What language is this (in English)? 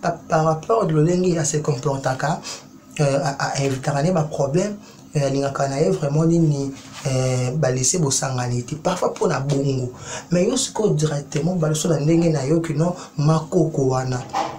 Lingala